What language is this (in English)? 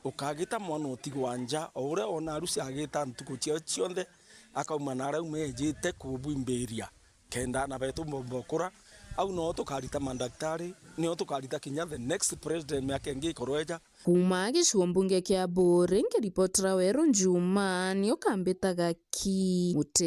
Meru